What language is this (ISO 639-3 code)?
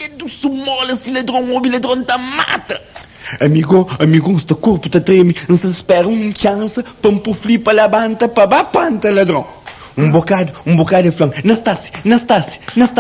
kea